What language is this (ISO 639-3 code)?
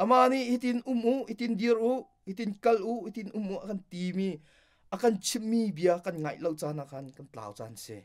cnh